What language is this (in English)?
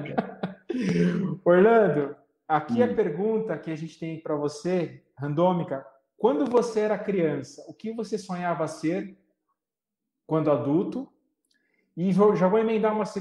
Portuguese